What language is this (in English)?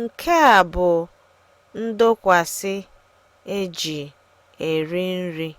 Igbo